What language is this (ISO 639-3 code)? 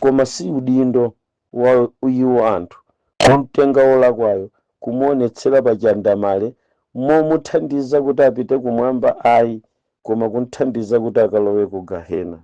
nya